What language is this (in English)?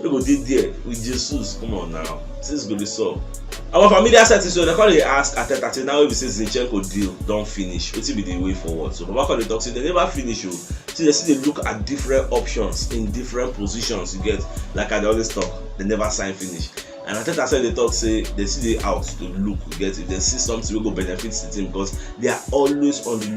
Nigerian Pidgin